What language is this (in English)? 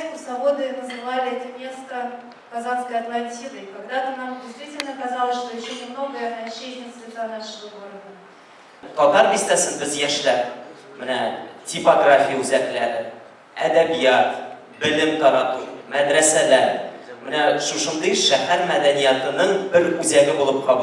Tatar